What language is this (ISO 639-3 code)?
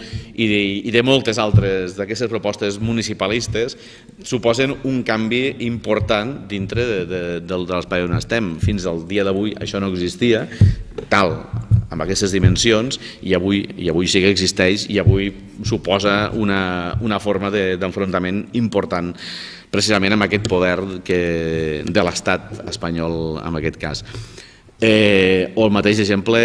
cat